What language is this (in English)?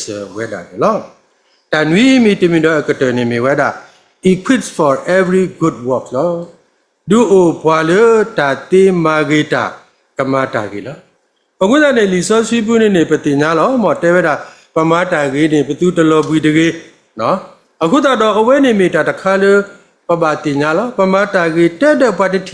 S'gaw Karen